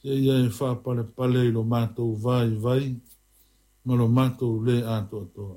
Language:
Samoan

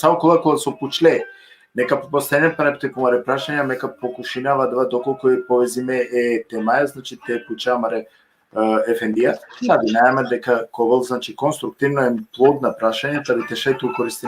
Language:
Balkan Romani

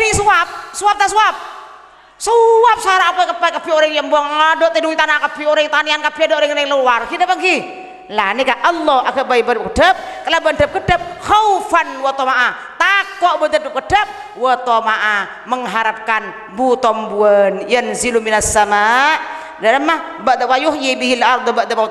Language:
Madurese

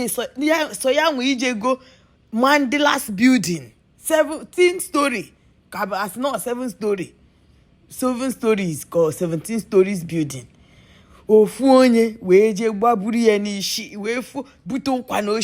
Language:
Igbo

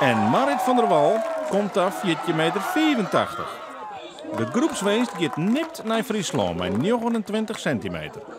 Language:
Western Frisian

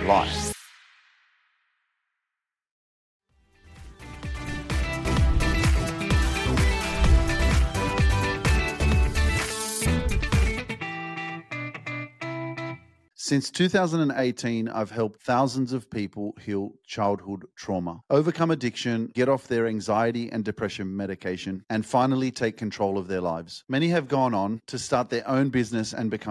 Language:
English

